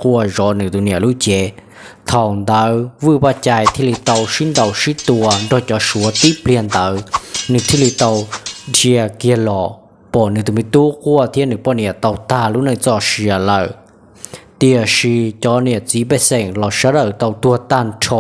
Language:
Hmong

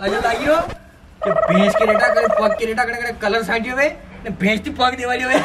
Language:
Rajasthani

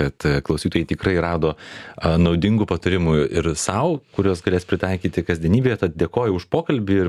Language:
Lithuanian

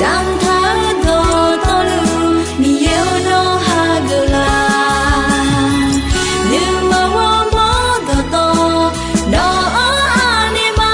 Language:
Akha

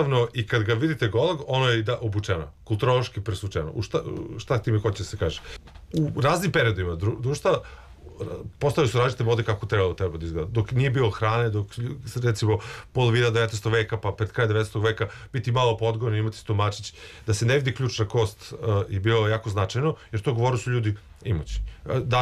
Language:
Serbian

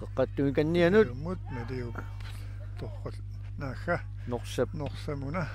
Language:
Kalaallisut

